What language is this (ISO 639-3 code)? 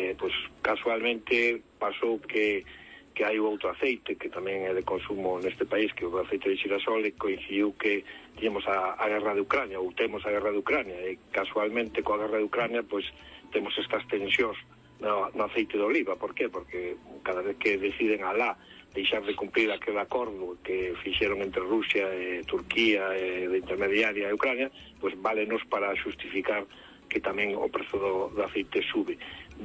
glg